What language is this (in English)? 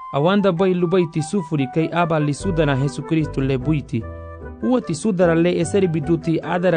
Garifuna